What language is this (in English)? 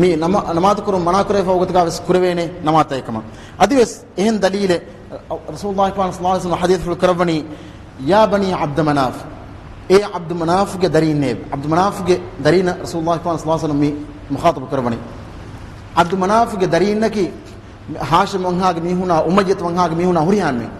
Divehi